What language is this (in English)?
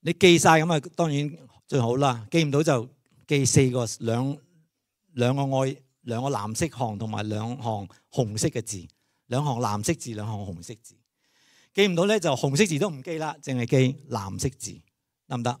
Cantonese